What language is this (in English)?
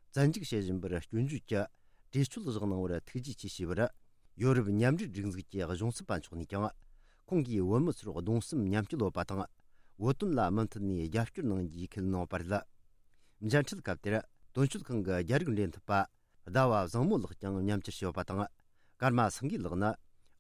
Tibetan